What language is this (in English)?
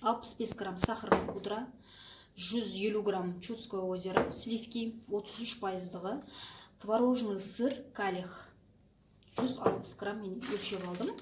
Kazakh